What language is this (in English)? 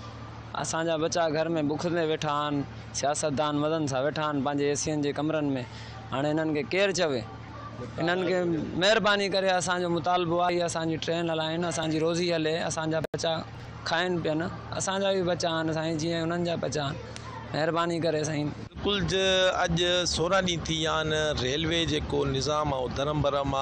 Sindhi